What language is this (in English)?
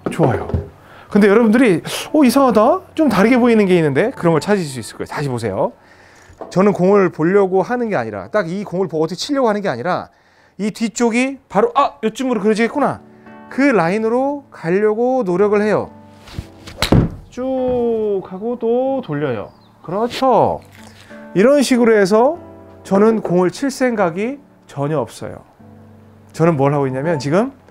Korean